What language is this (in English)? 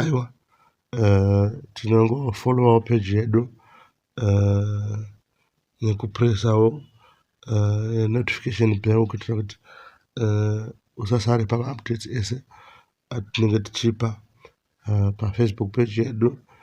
Shona